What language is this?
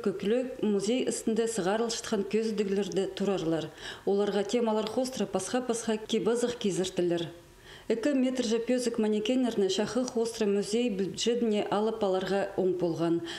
Khakas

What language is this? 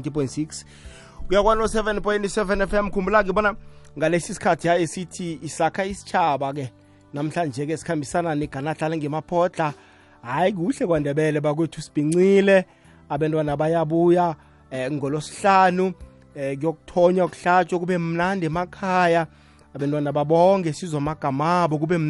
South Ndebele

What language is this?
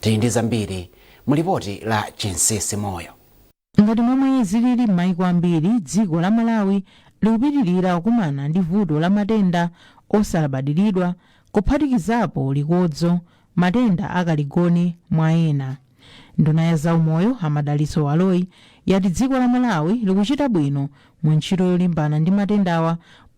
Nyanja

